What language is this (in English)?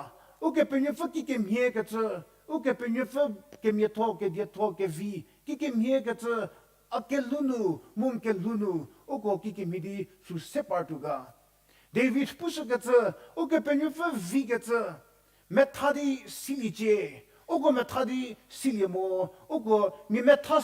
Angami Naga